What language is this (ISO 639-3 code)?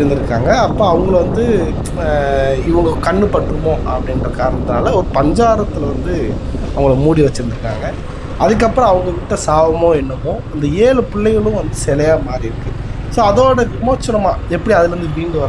tam